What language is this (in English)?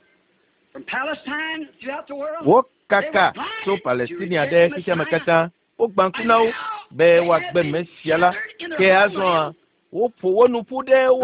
Ewe